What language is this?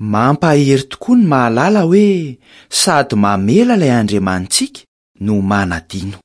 Malagasy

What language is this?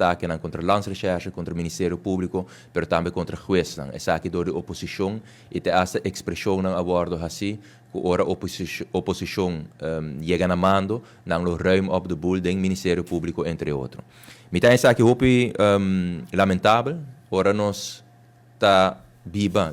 Papiamento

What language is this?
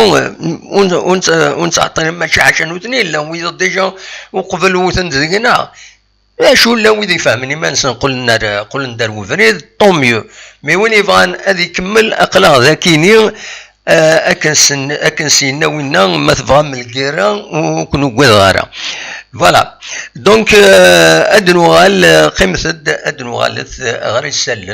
Kabyle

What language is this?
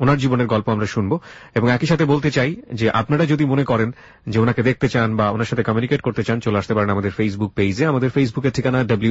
Bangla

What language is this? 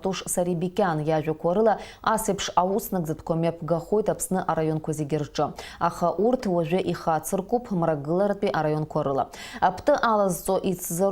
Abkhazian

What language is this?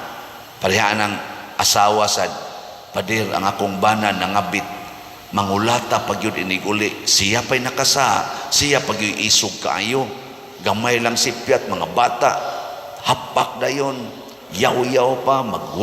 Cebuano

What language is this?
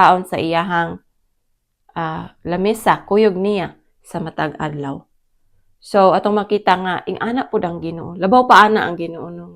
Cebuano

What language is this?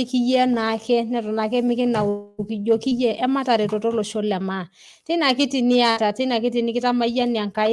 Masai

